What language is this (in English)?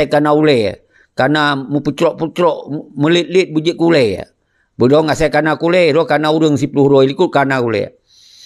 Achinese